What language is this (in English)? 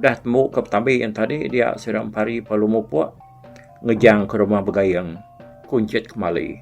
Iban